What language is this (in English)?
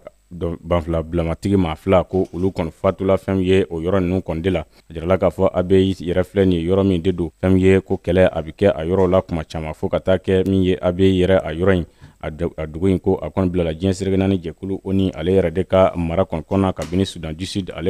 Bambara